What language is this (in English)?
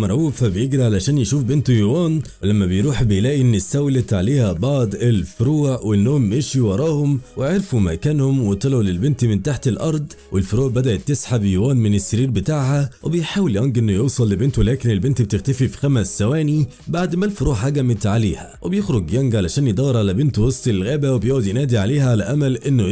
Egyptian Arabic